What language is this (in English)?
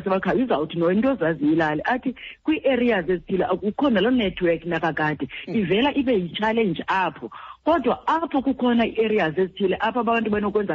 Xhosa